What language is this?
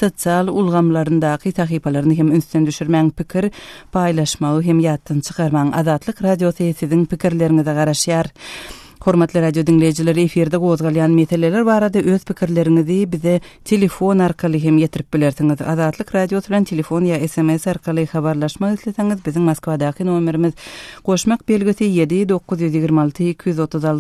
Turkmen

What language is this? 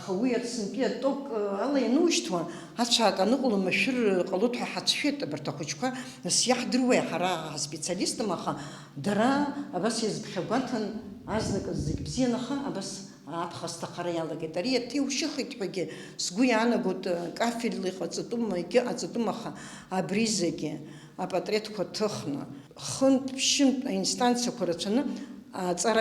Abkhazian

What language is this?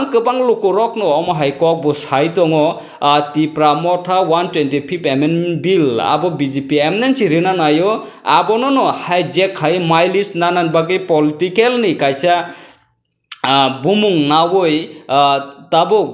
Kok Borok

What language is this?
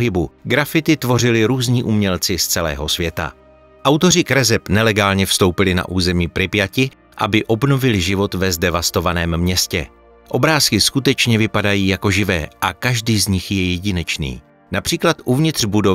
Czech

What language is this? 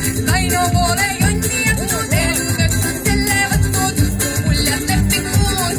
Estonian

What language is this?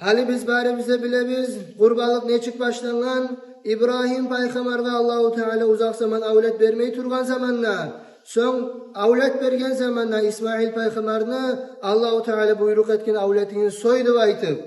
Kumyk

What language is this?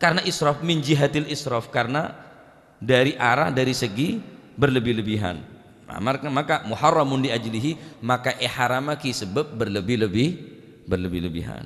Madurese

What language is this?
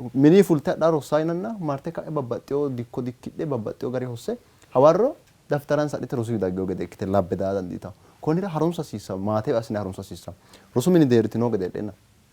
Sidamo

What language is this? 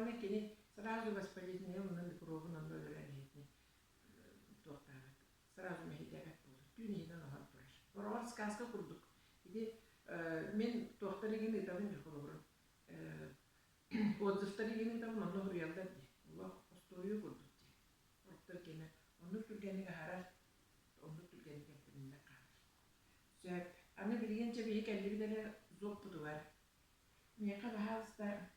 Yakut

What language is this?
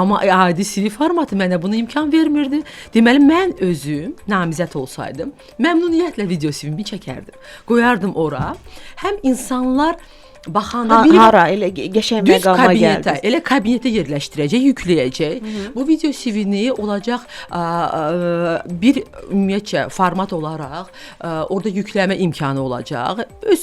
Azerbaijani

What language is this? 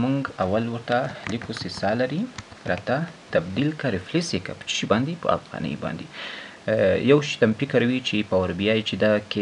Pashto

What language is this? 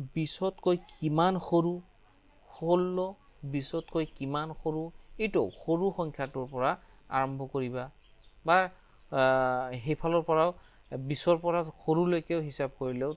Assamese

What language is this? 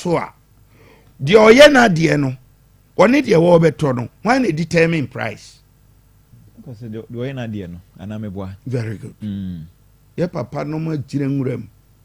Akan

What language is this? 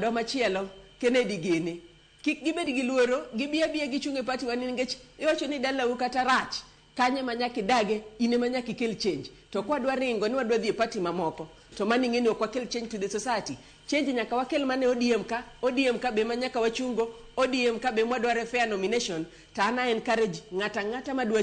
Luo (Kenya and Tanzania)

